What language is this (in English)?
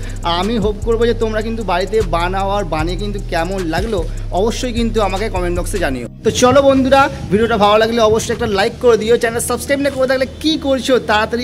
Bangla